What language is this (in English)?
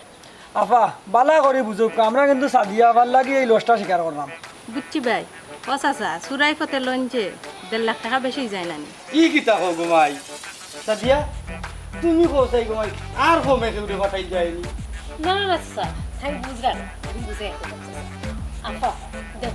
Sylheti